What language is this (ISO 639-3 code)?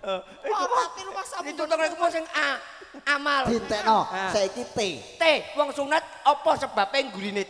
jav